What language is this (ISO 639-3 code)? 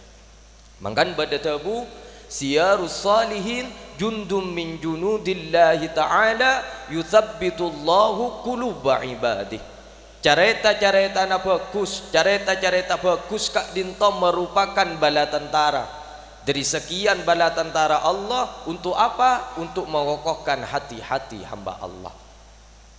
mad